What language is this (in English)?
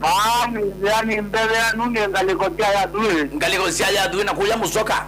Kamba